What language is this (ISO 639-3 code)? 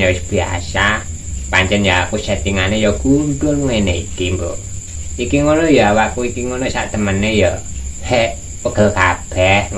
jav